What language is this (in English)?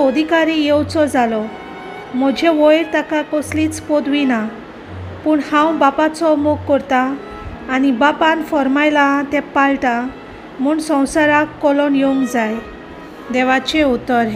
Konkani